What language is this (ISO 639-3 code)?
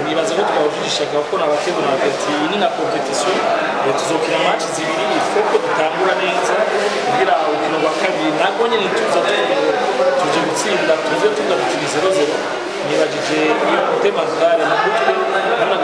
run